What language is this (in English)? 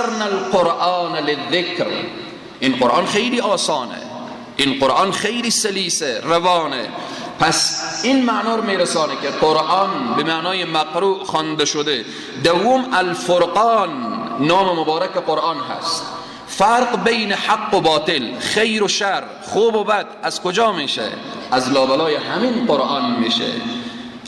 Persian